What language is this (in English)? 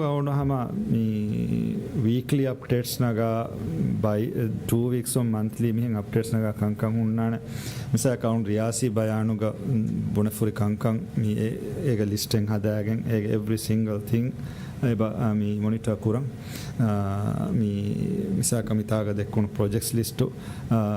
Divehi